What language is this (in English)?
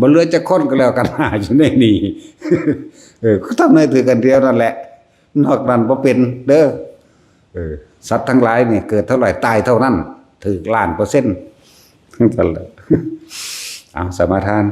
Lao